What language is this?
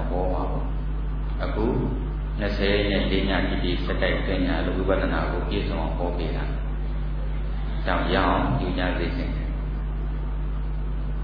Burmese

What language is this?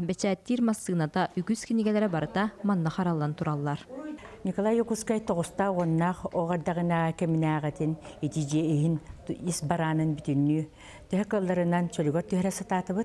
Yakut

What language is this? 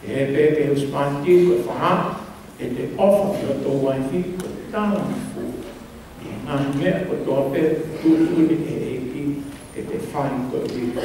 Tongan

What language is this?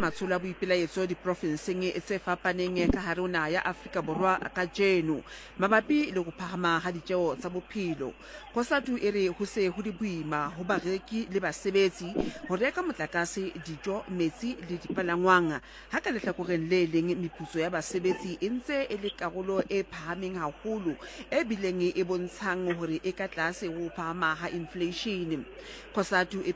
Southern Sotho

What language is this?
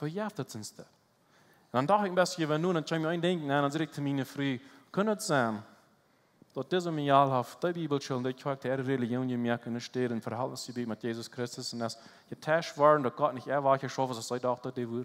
Plautdietsch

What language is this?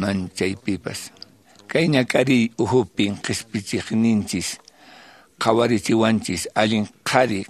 Quechua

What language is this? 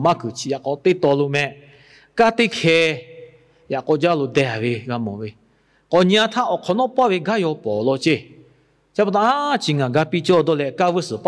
Lahu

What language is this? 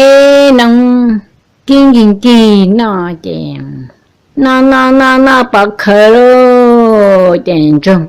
Hmong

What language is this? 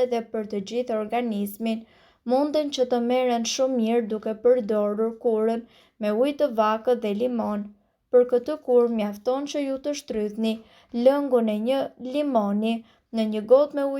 Albanian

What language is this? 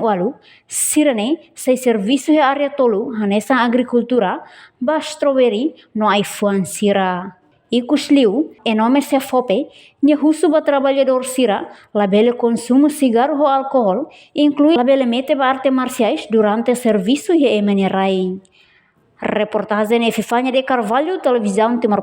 Tetum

